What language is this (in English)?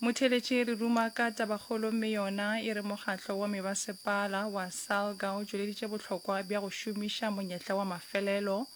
Northern Sotho